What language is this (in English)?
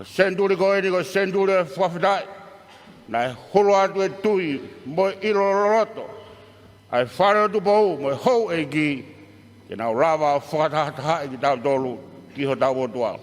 Tongan